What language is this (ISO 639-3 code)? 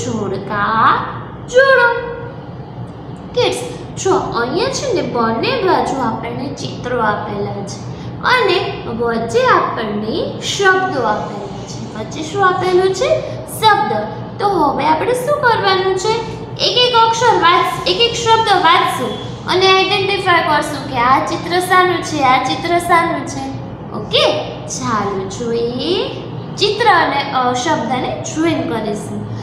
guj